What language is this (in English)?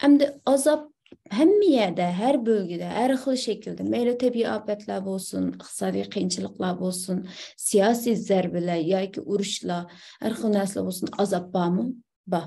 Uyghur